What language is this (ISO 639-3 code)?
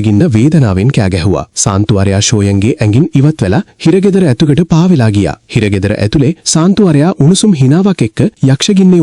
sin